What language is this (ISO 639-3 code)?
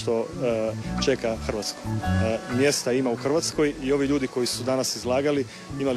hrv